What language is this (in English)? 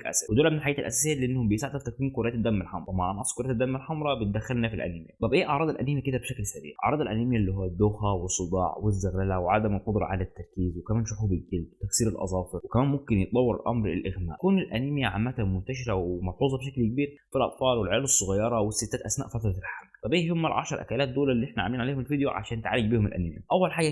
Egyptian Arabic